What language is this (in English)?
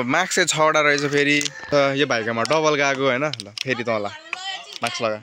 Nepali